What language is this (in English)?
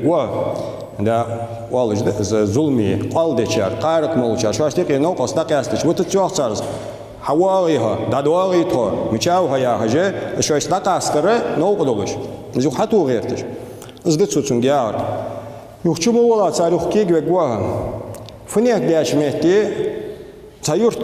Ingush